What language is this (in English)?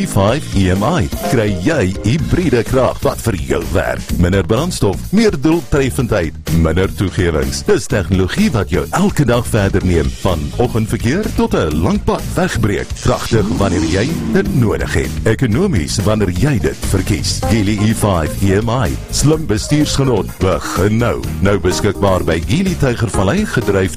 Afrikaans